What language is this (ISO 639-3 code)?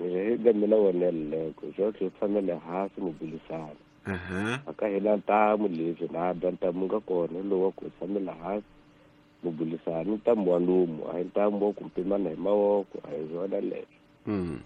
tso